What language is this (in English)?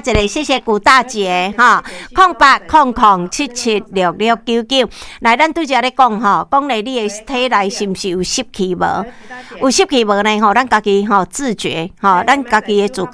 Min Nan Chinese